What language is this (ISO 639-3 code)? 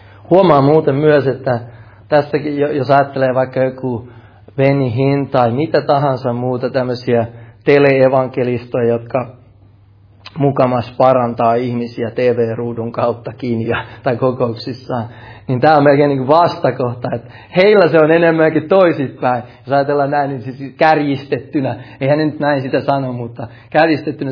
fin